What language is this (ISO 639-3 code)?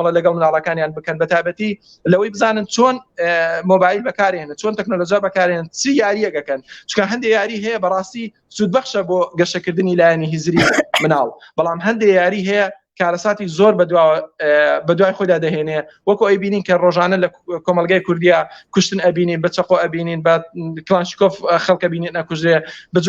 ckb